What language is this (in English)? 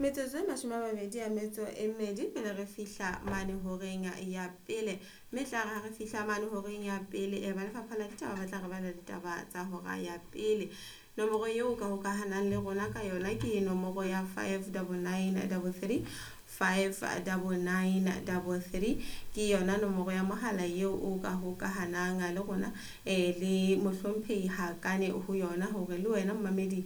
Southern Sotho